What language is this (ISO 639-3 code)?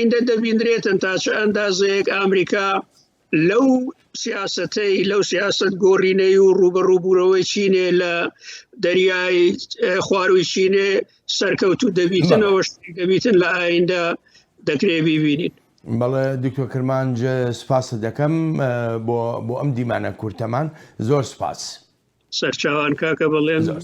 ckb